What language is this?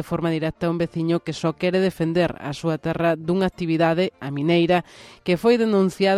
Galician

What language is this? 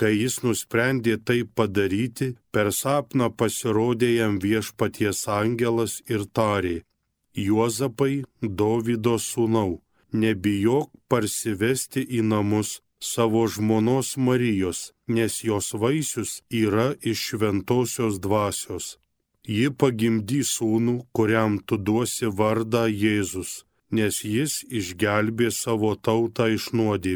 Lithuanian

